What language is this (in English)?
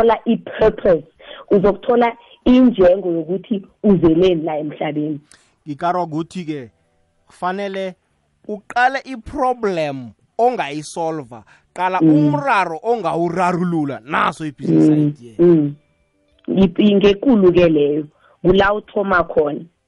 South Ndebele